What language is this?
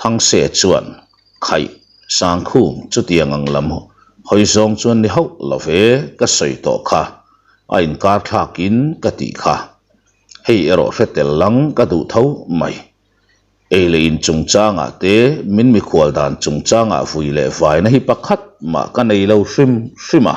Mizo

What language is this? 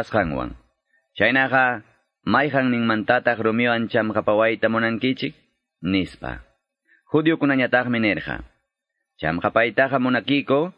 Quechua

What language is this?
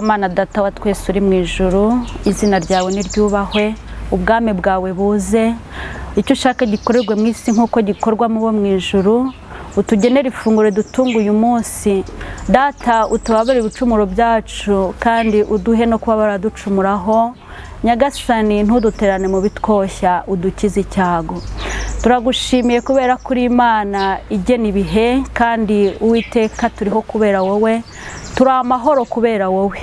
Kinyarwanda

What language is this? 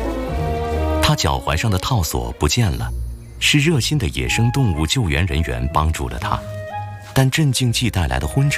Chinese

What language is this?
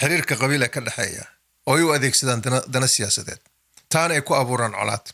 Somali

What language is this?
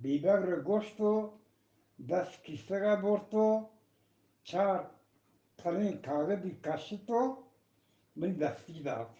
Eastern Balochi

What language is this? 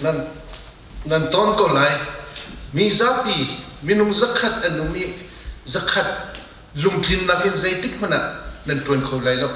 Hakha Chin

